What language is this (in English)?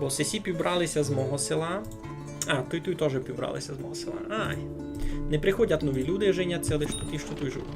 Rusyn